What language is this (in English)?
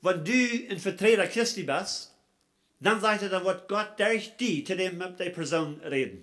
Plautdietsch